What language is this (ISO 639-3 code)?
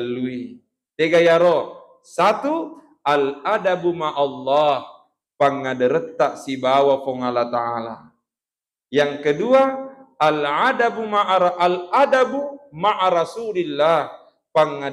bug